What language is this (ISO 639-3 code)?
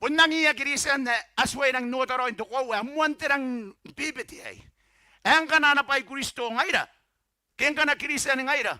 gil